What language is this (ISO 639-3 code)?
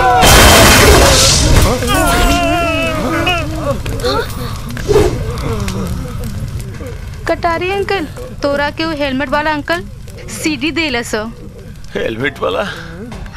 bho